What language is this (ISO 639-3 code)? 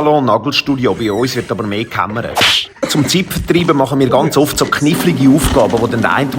gsw